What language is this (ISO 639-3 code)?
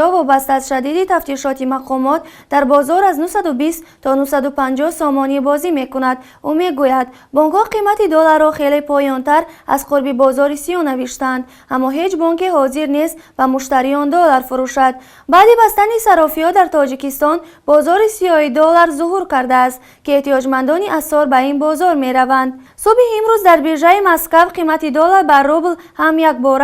tgk